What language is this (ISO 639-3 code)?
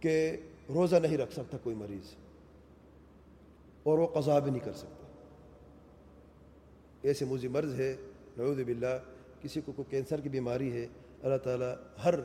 urd